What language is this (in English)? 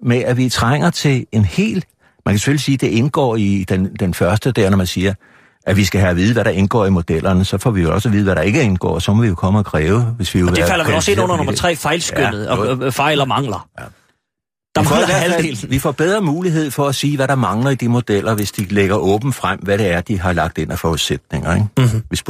Danish